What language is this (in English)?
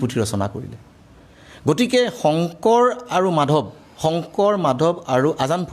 Assamese